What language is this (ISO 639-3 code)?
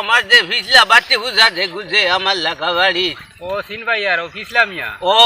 syl